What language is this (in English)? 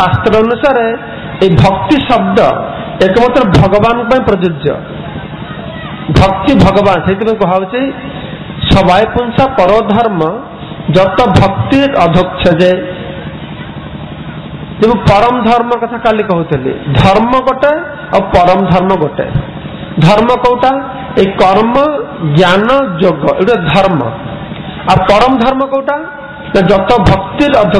Odia